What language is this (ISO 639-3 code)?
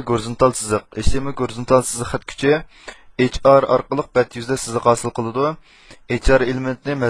uig